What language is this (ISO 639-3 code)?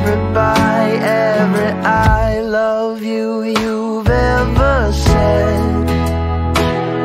eng